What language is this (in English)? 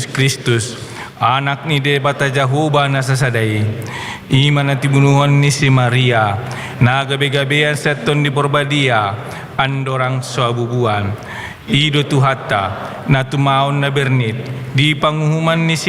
Batak Toba